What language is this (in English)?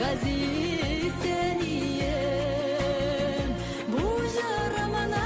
Bashkir